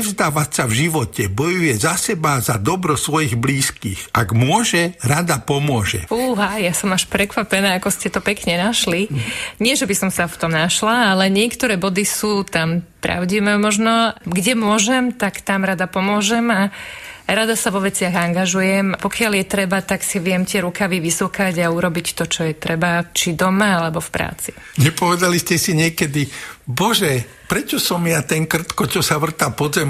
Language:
Slovak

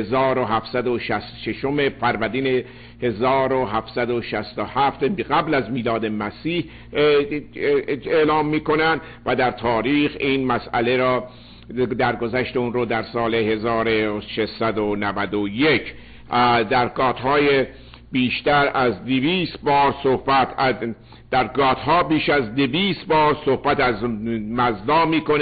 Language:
Persian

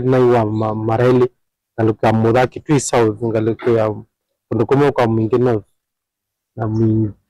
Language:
Kamba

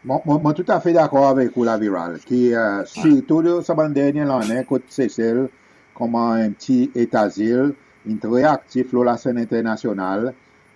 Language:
Seselwa Creole French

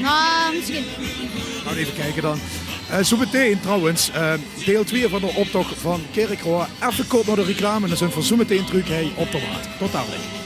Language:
Limburgish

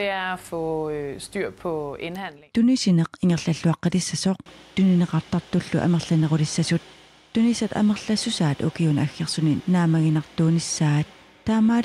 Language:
Kalaallisut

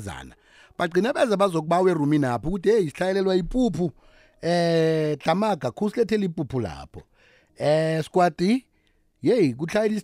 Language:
South Ndebele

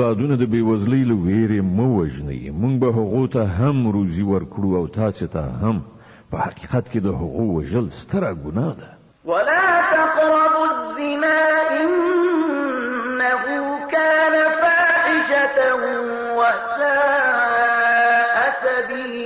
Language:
Pashto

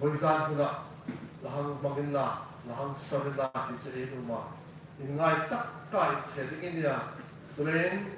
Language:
Hmar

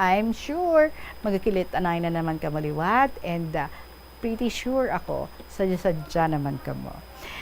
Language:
Hiligaynon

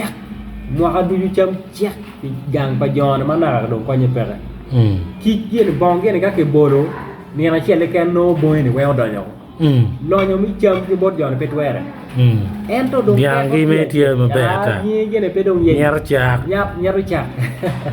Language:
Acoli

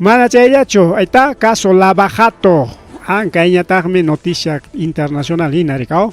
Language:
Ayacucho Quechua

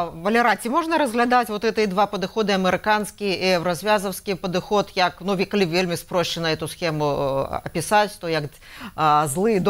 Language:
Belarusian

